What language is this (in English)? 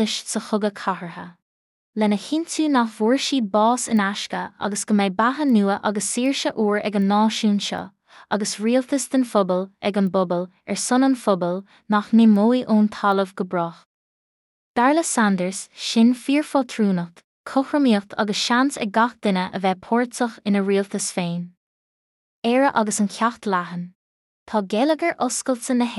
Irish